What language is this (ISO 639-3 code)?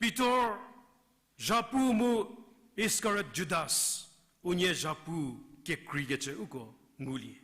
njm